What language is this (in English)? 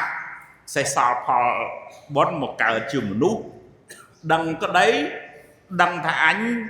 Khmer